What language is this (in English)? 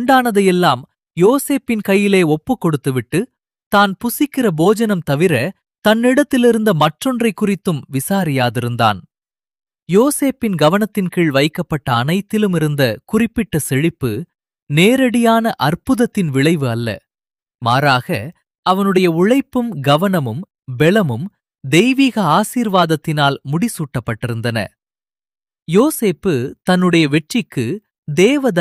Tamil